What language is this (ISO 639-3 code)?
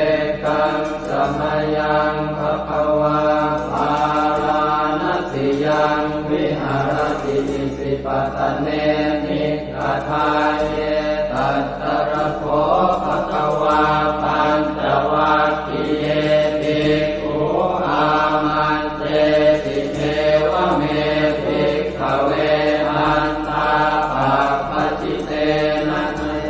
pli